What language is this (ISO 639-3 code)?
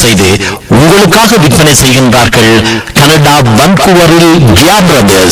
tam